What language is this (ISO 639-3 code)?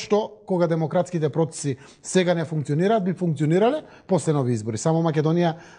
mkd